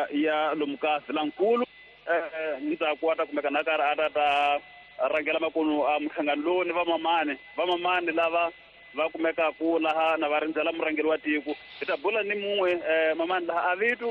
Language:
Tsonga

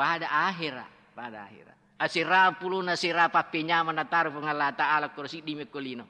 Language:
Buginese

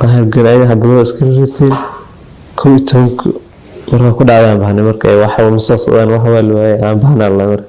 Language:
Somali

